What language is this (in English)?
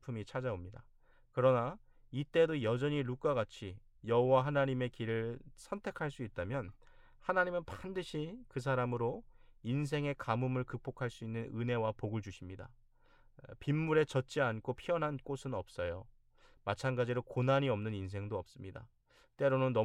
Korean